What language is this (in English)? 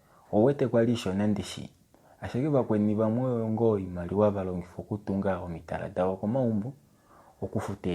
Kuanyama